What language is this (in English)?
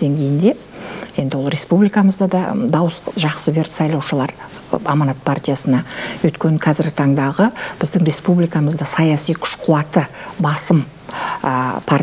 Kazakh